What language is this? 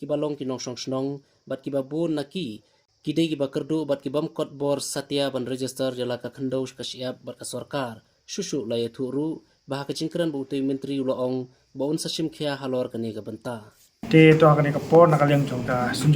Khasi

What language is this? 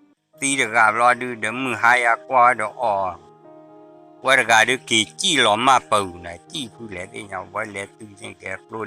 S'gaw Karen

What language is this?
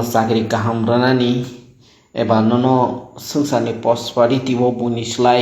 Kok Borok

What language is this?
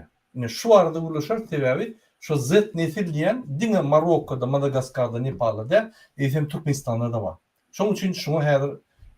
Turkmen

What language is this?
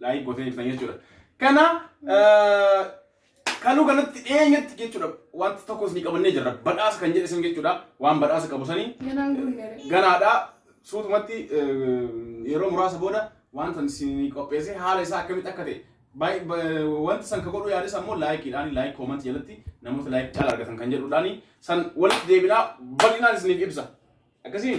Oromo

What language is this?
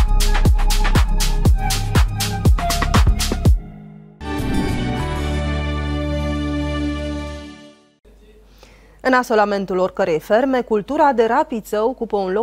Romanian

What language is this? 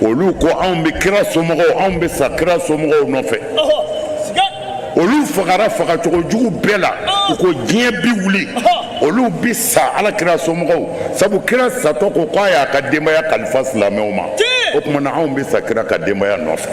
Bambara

